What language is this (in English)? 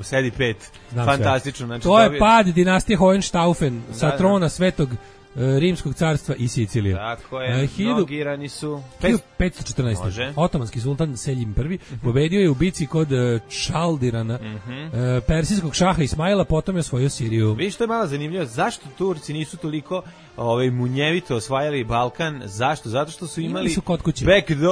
Serbian